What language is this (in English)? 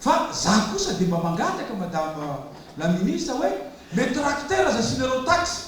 Malagasy